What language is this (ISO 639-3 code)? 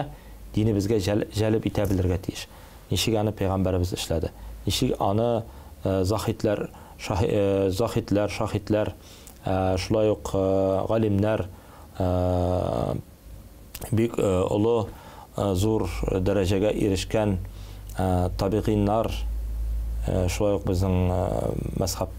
tat